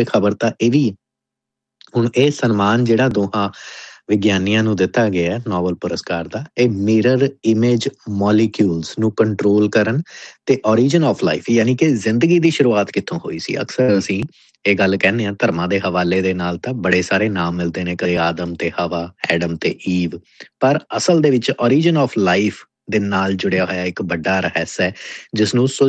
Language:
Punjabi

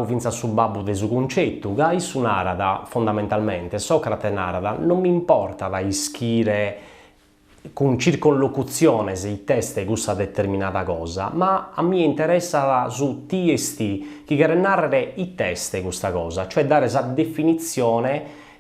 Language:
Sardinian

